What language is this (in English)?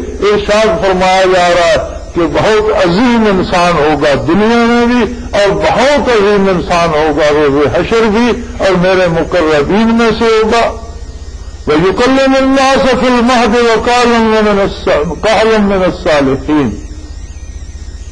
Urdu